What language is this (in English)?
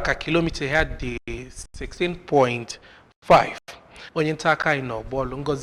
Igbo